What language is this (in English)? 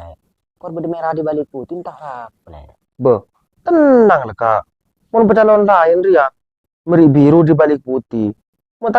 Madurese